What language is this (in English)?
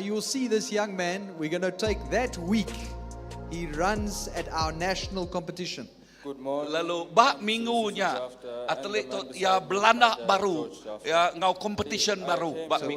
Iban